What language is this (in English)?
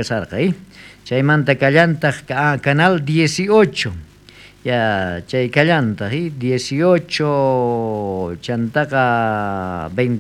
South Bolivian Quechua